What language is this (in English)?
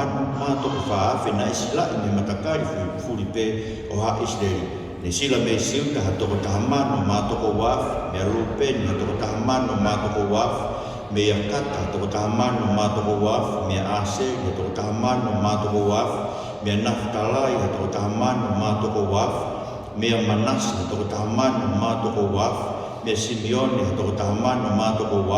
Tongan